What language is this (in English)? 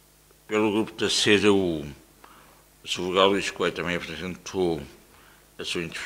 Portuguese